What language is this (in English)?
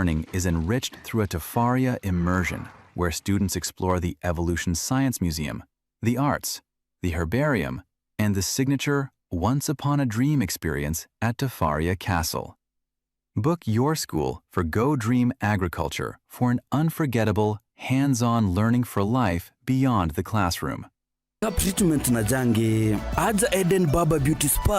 Meru